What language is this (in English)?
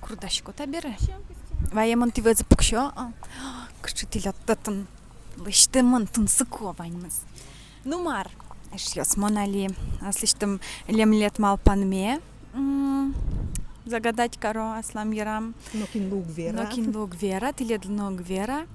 Udmurt